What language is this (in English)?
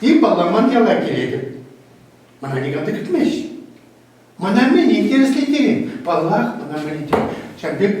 Chuvash